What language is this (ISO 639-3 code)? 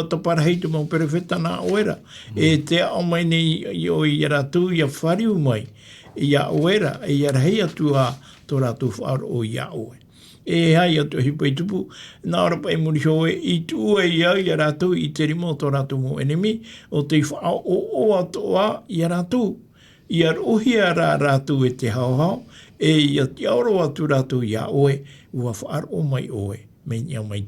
tah